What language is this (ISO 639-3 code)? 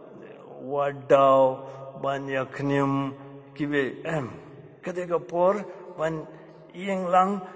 kha